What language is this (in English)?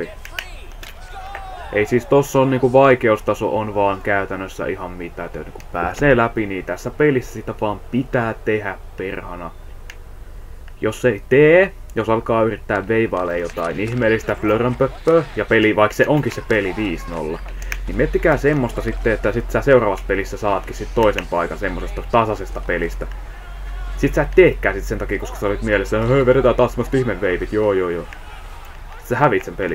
Finnish